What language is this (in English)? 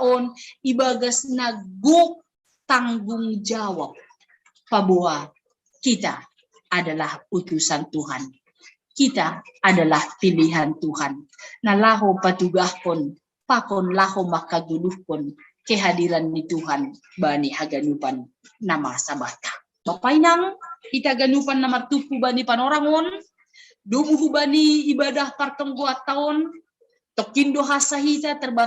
Batak Simalungun